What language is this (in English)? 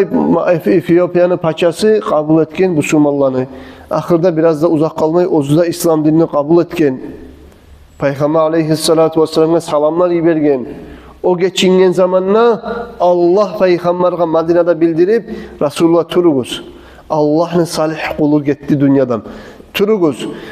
Kumyk